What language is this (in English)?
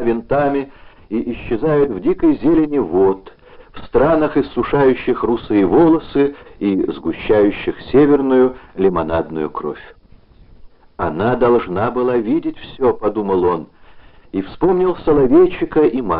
Russian